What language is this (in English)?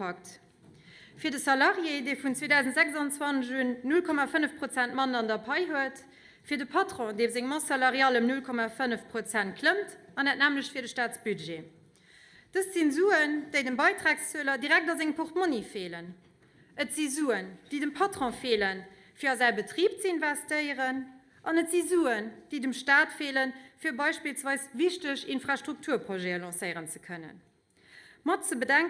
Luxembourgish